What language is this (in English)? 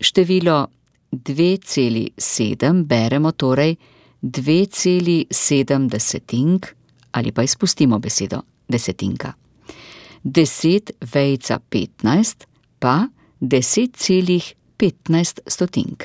Slovenian